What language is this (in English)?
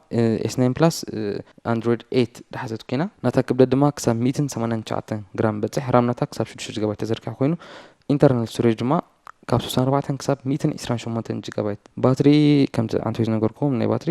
Tigrinya